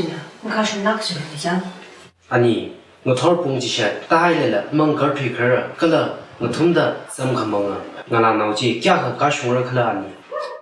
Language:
Tangkhul Naga (India)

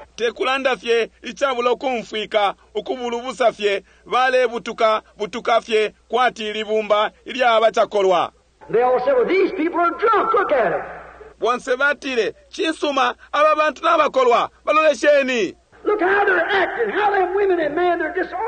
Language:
Bemba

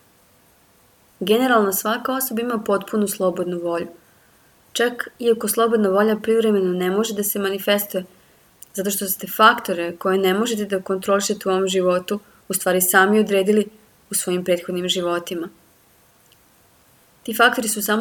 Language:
Serbian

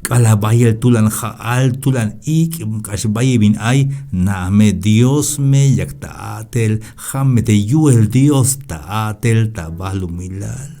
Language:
Tzeltal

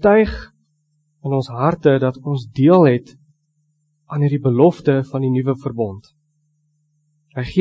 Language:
Afrikaans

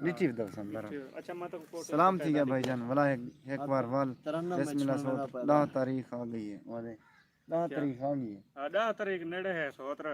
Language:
Saraiki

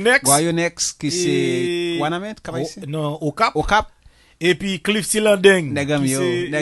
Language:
Haitian Creole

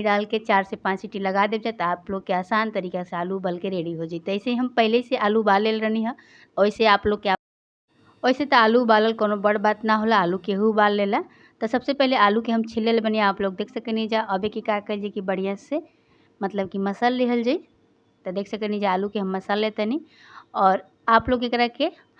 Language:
Bhojpuri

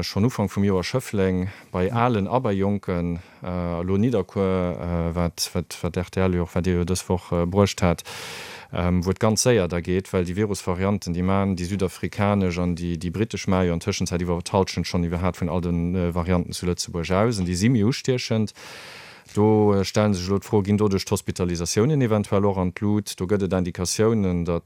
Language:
Luxembourgish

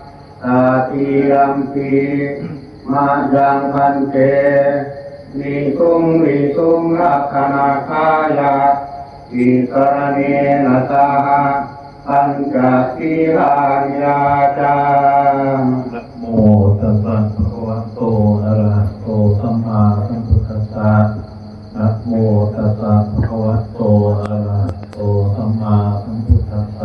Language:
Pali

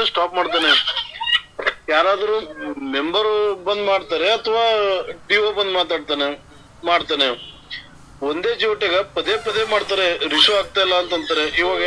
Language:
Kannada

